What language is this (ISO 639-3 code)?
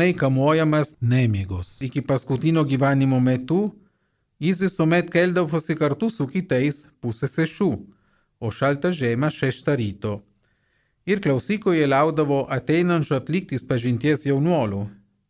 lit